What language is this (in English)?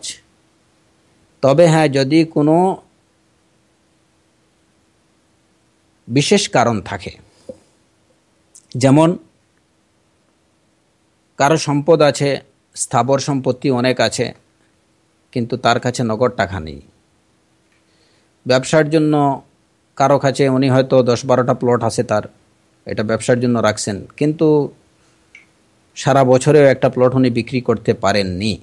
Bangla